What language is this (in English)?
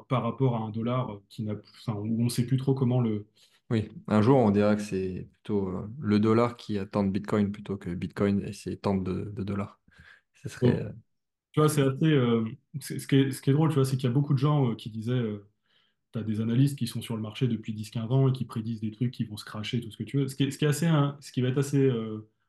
French